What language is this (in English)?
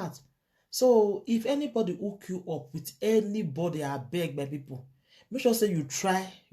Nigerian Pidgin